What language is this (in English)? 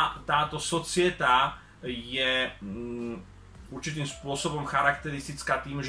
Slovak